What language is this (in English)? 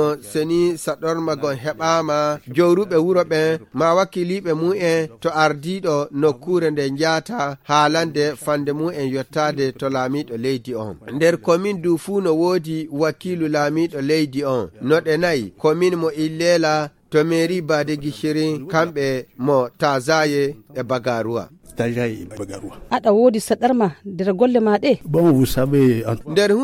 Fula